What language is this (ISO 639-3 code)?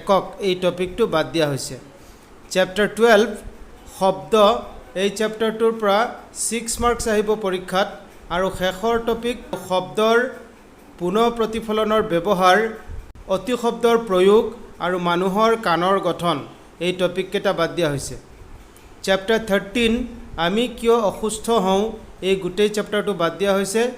asm